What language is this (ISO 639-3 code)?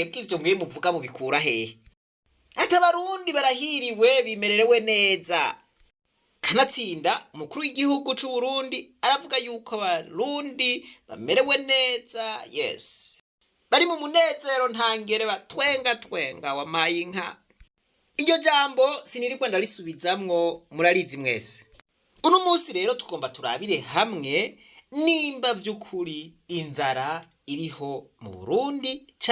run